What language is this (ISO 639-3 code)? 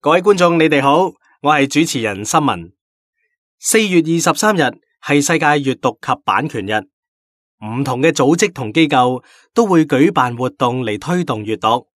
yue